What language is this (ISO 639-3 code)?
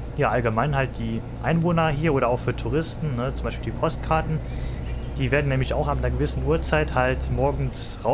deu